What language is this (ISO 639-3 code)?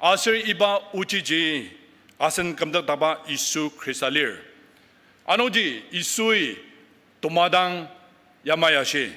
njo